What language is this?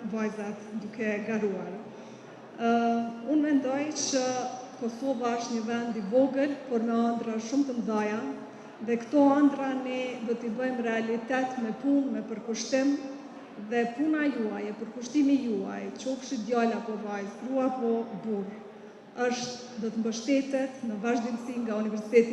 Albanian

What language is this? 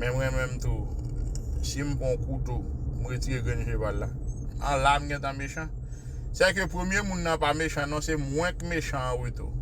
Haitian Creole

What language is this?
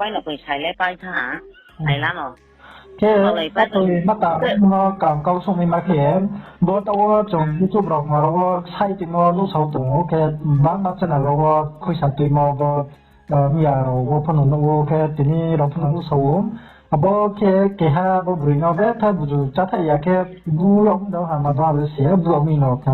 Riang (India)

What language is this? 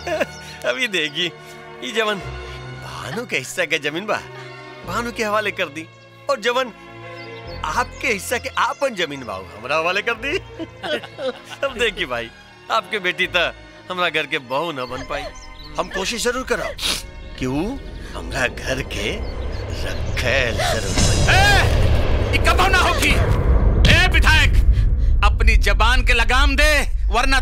Bhojpuri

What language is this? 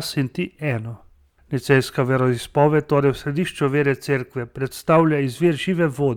Slovenian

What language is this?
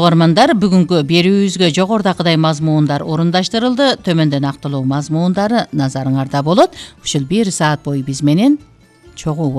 Kyrgyz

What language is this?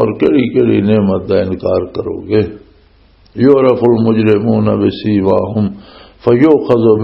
Western Panjabi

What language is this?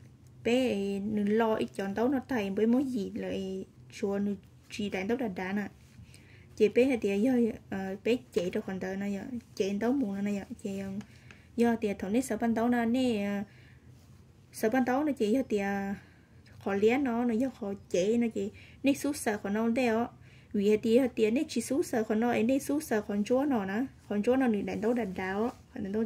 Vietnamese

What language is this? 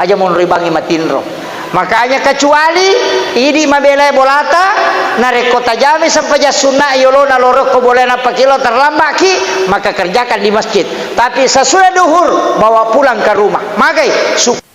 Buginese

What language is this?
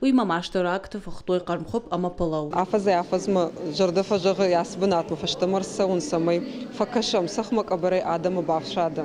Ossetic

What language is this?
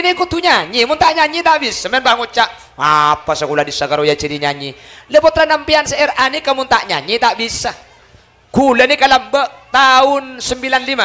Madurese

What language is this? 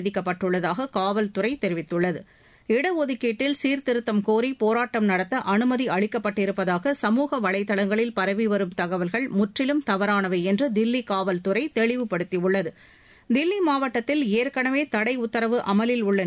Tamil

